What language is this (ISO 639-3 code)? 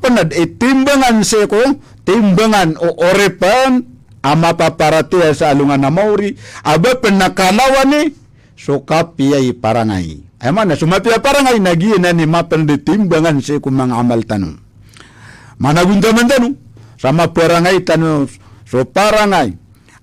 mrw